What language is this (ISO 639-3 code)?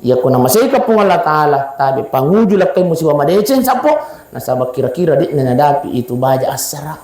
bug